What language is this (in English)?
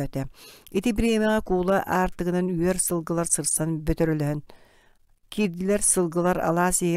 Yakut